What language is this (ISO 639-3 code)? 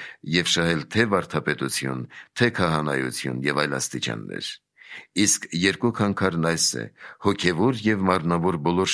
hye